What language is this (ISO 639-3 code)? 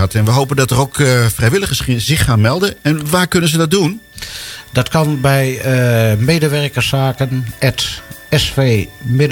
nld